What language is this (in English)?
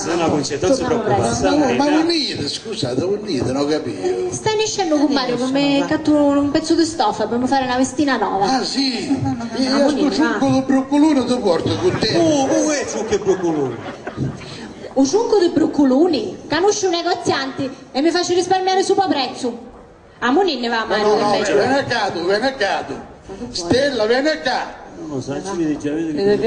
Italian